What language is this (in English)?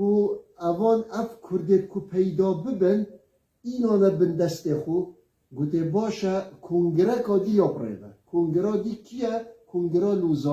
Kurdish